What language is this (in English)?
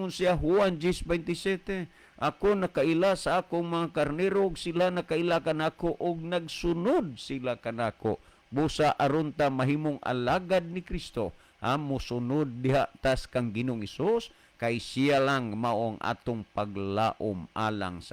Cebuano